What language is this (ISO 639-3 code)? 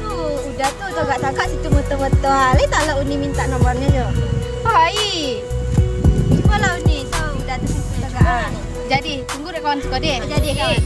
min